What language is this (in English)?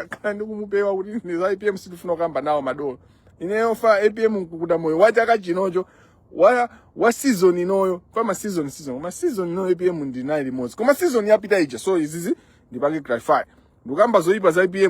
Nyanja